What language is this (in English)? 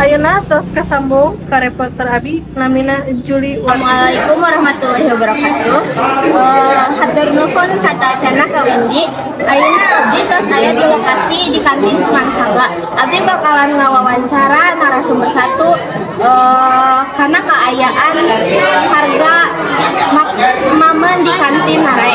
Sundanese